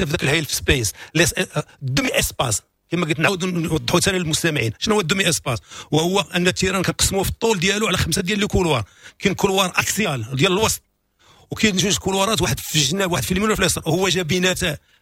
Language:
Moroccan Arabic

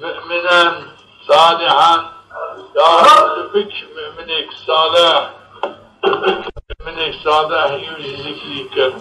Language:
Zaza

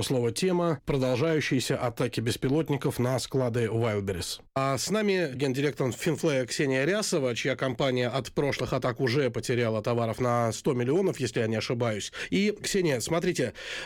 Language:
Russian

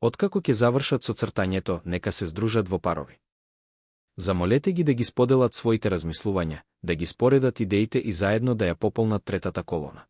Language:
Macedonian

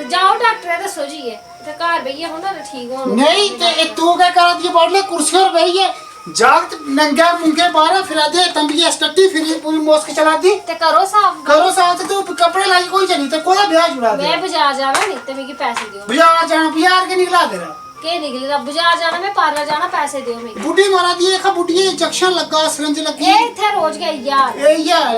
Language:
Dogri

